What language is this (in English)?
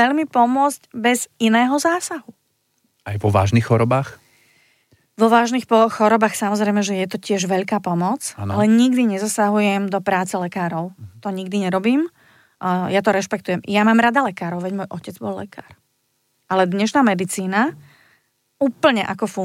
Slovak